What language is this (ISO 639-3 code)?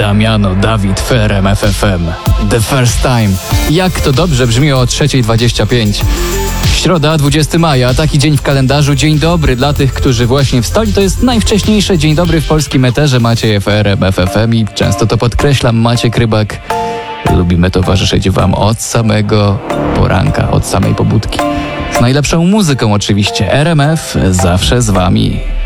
pol